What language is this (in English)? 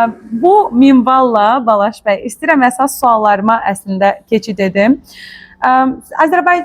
Azerbaijani